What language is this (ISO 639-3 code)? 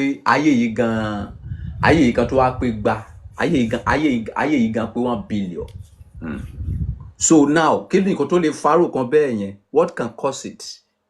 yor